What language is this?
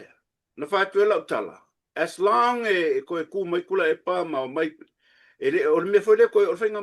Samoan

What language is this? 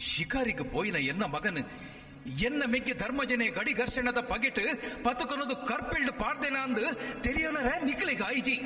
Tulu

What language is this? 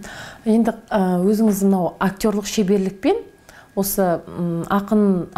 Kazakh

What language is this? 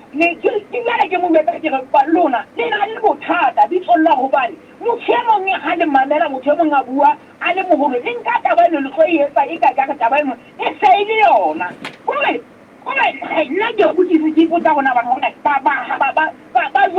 Southern Sotho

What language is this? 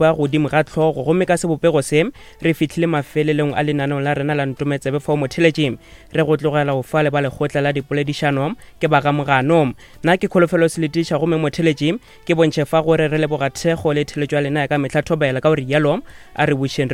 Northern Sotho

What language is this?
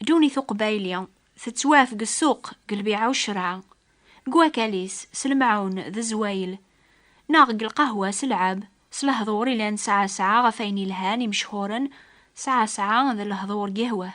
Kabyle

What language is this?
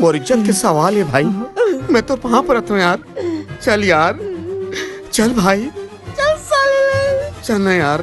Chhattisgarhi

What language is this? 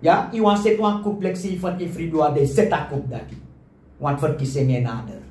Sranan Tongo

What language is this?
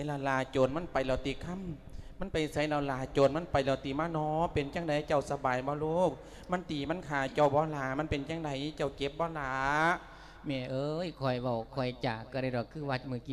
Lao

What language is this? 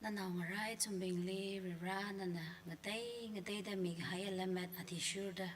Tangkhul Naga (India)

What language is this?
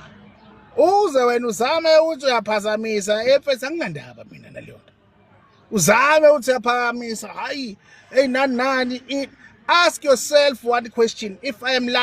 Zulu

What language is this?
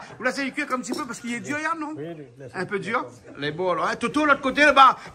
Réunion Creole French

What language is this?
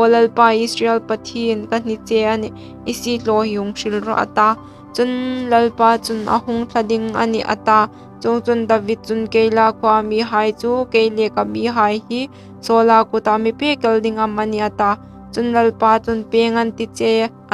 Hmar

